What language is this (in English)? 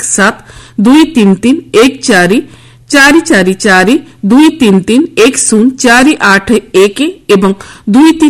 Odia